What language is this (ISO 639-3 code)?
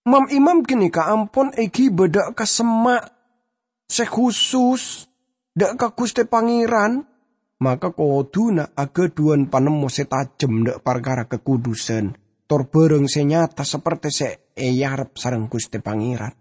mad